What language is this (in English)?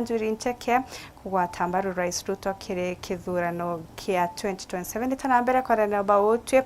Meru